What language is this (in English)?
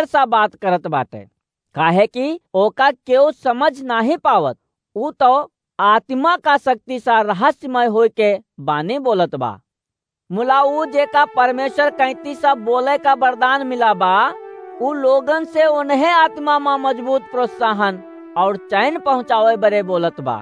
Awadhi